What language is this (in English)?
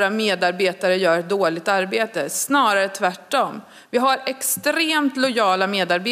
Swedish